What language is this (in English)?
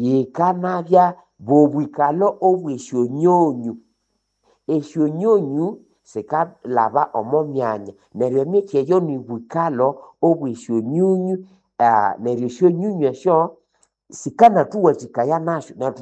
Nande